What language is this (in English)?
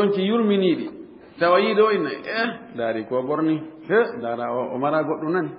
Fula